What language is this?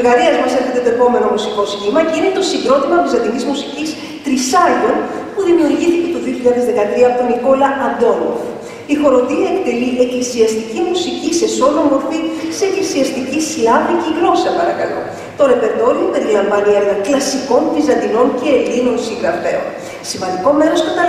Greek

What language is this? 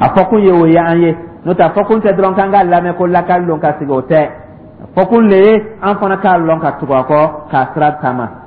Dyula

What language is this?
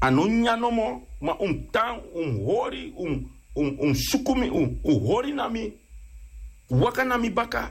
Sranan Tongo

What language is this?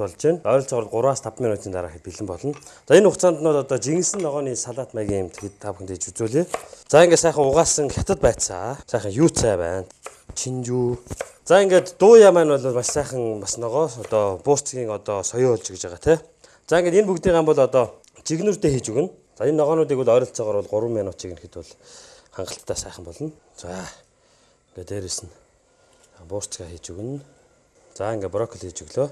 Mongolian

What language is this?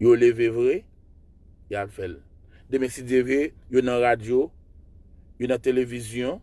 Haitian Creole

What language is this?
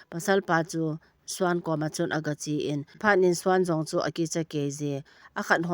Thado Chin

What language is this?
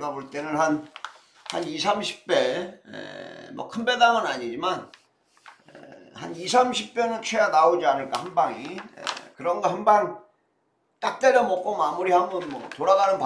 Korean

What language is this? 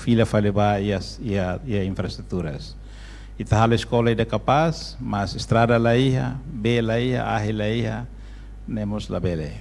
Tetum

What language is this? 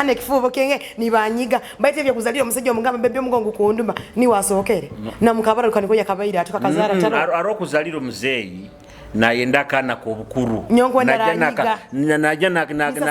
Nyoro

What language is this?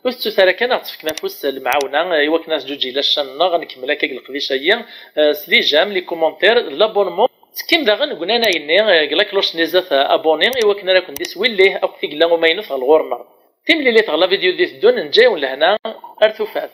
Kabyle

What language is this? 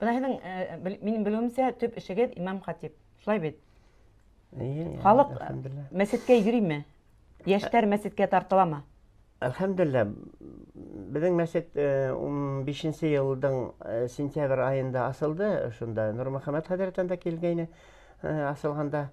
Bashkir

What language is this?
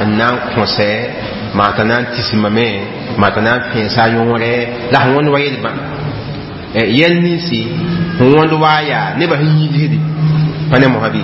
Mossi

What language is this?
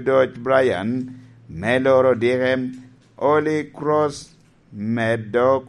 Lango (Uganda)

